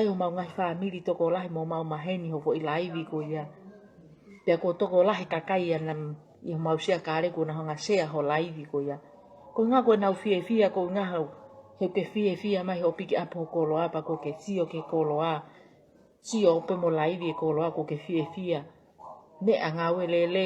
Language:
Tongan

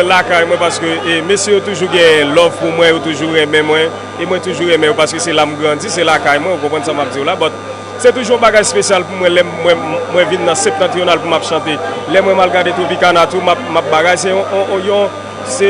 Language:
Haitian Creole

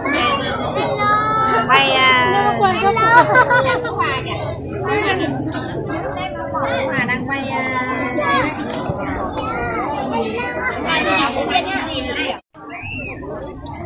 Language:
Vietnamese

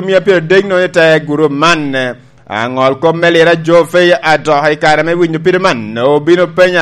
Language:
Lango (Uganda)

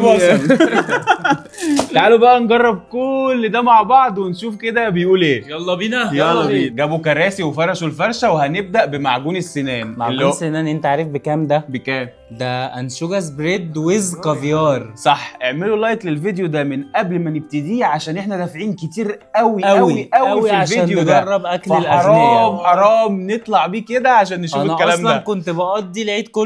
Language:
Egyptian Arabic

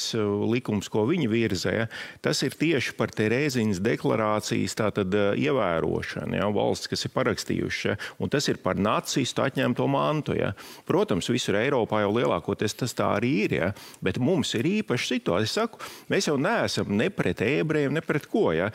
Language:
Latvian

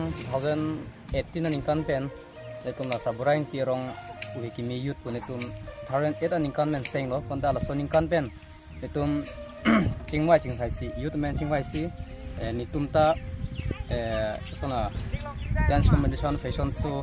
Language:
Karbi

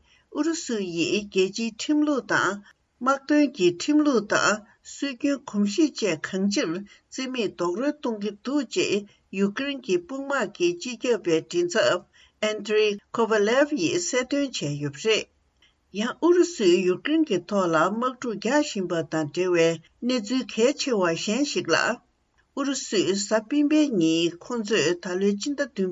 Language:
Tibetan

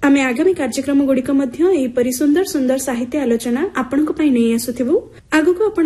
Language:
Odia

